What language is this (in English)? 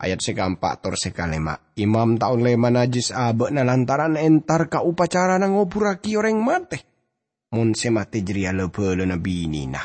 Madurese